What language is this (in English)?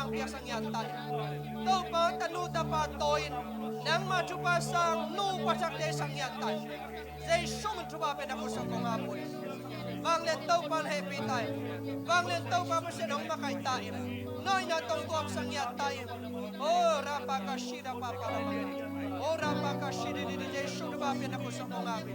Tedim Chin